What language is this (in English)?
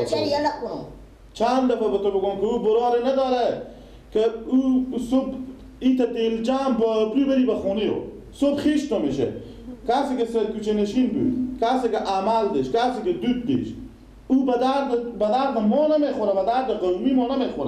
Persian